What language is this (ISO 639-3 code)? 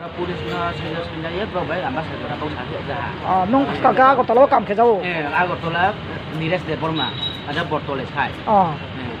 ria